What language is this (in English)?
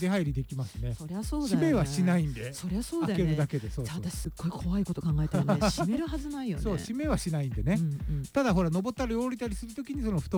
Japanese